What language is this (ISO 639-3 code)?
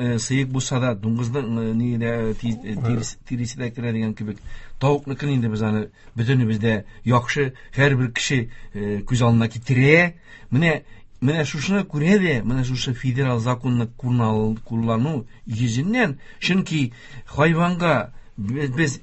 tat